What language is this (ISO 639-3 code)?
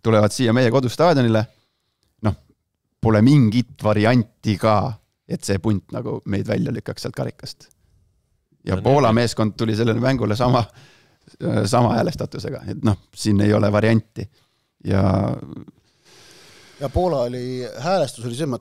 est